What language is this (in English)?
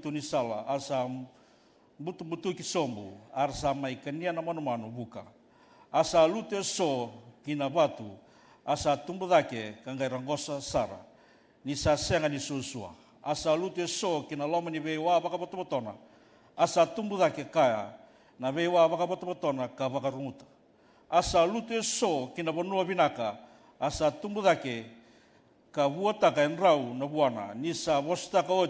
Fijian